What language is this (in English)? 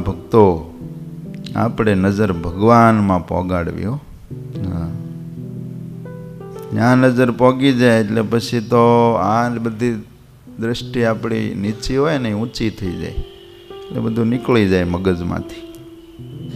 Gujarati